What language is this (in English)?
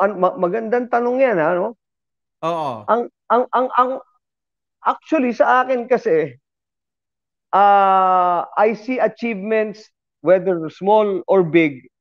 Filipino